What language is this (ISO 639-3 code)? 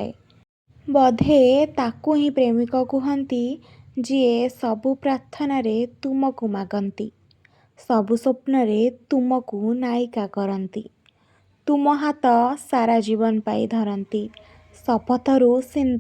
ori